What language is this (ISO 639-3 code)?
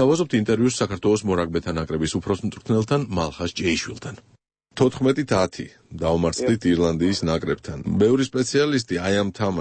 kat